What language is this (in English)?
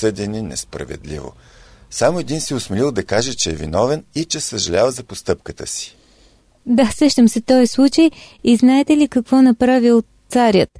Bulgarian